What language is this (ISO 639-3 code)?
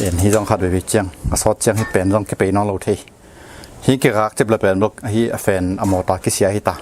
ctd